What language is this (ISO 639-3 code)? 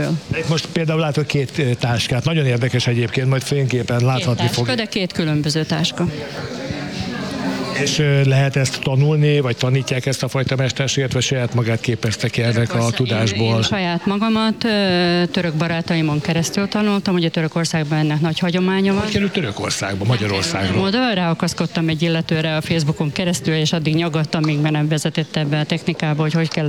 hun